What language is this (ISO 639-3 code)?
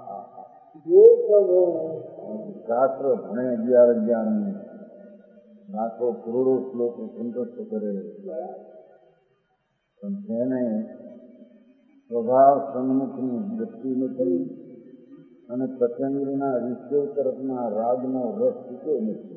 guj